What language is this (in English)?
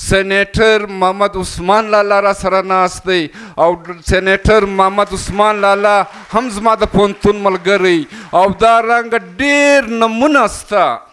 Pashto